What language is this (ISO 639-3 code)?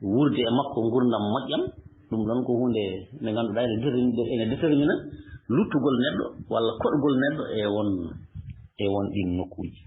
ful